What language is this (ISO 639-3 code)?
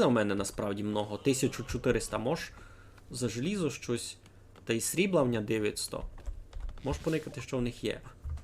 rue